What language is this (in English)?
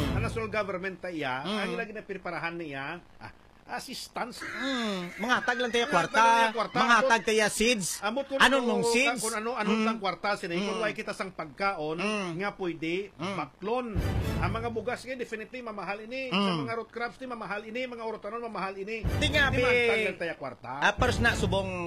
Hiligaynon